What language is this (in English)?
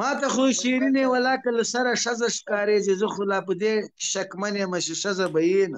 Pashto